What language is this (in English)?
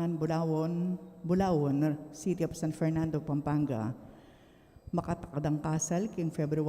Pampanga